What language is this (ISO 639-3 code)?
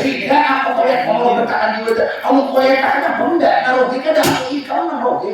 bjn